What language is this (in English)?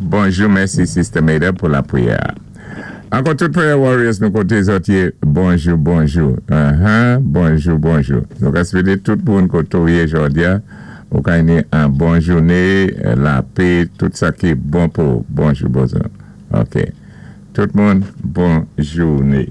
Saint Lucian Creole French